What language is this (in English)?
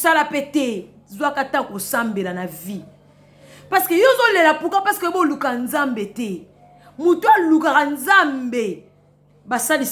Lingala